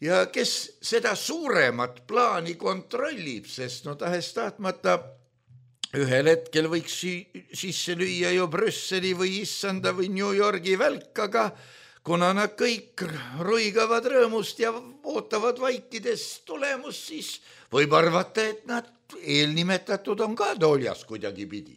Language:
Estonian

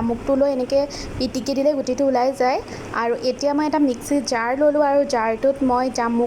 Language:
Assamese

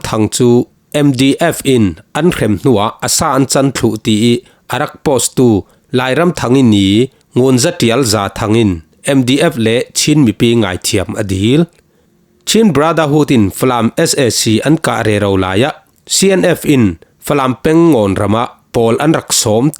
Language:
Falam Chin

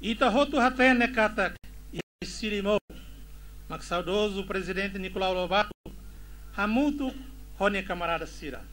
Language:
Tetum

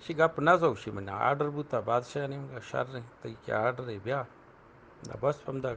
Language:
Eastern Balochi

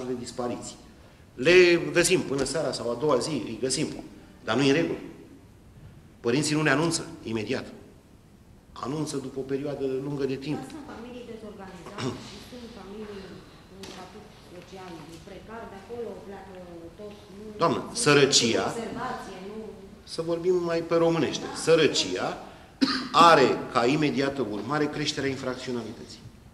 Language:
Romanian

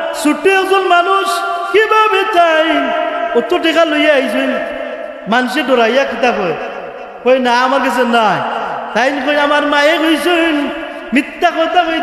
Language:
Sylheti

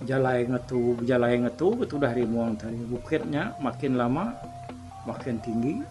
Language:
Iban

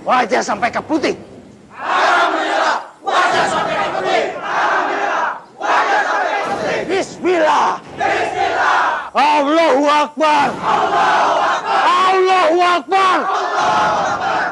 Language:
Banjar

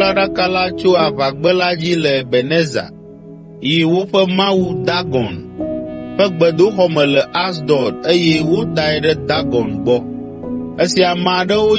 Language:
Ewe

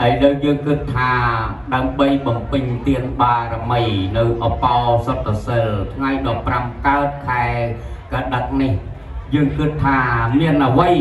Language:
Khmer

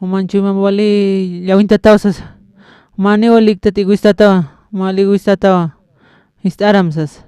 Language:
Aymara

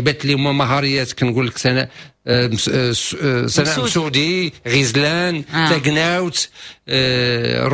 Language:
Moroccan Arabic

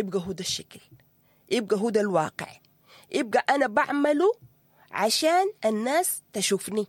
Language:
Sudanese Arabic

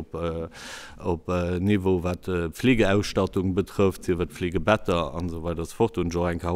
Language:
Luxembourgish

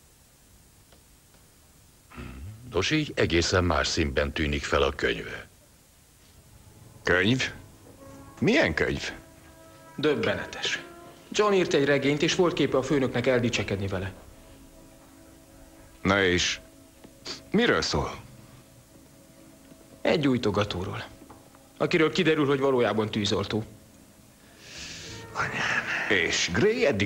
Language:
Hungarian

